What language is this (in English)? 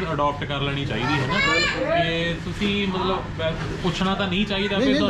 Punjabi